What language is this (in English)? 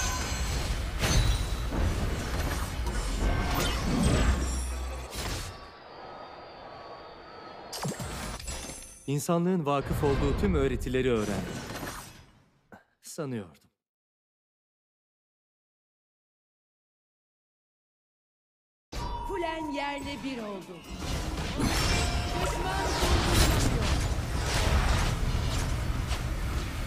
Turkish